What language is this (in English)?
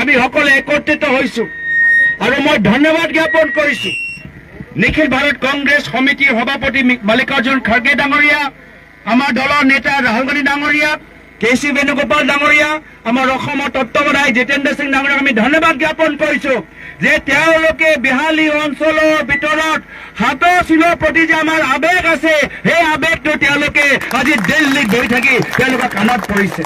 Assamese